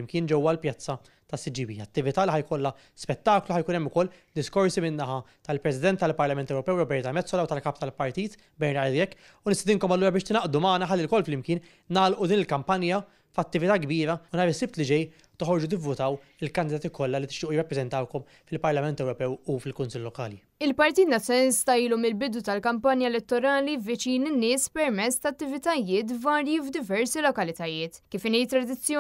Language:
Maltese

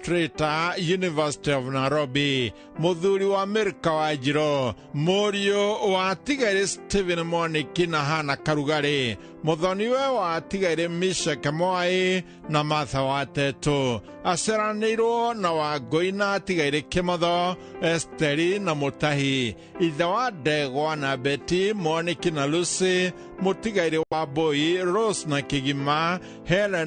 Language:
Kikuyu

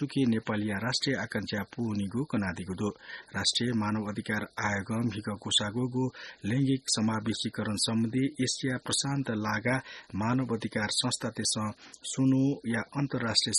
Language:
Newari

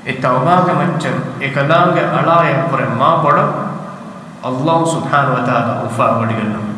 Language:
Divehi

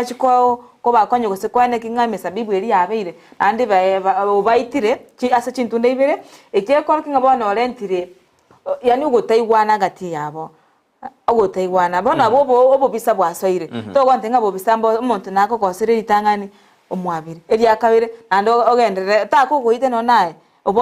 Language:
Gusii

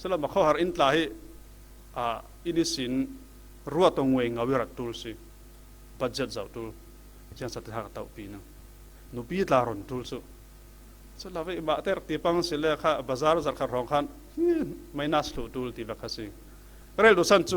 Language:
Falam Chin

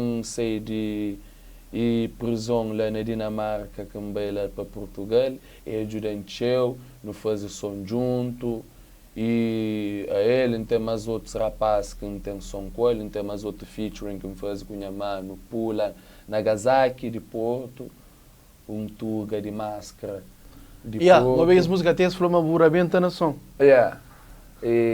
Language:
Kabuverdianu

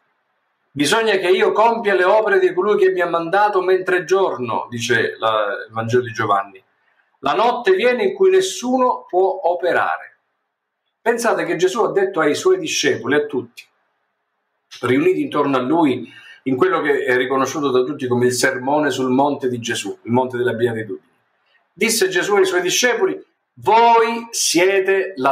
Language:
Italian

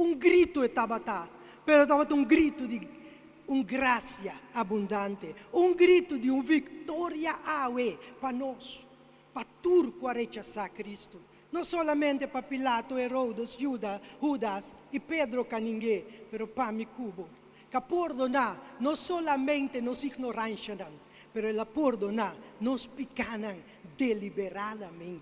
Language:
Papiamento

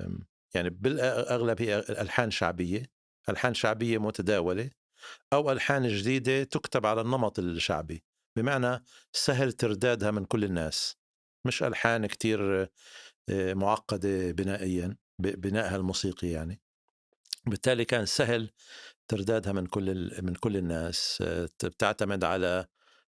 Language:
North Levantine Arabic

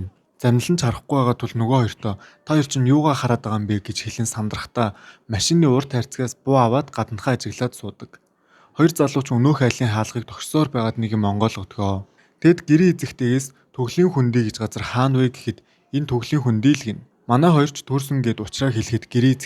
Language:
Mongolian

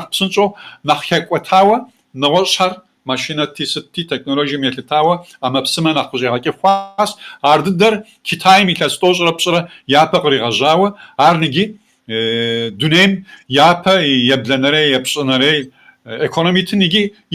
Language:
Kabardian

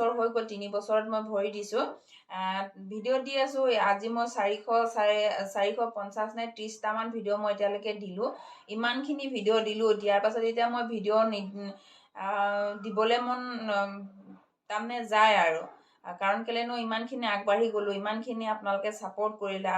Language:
Assamese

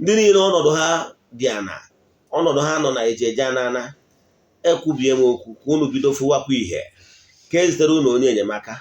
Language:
Igbo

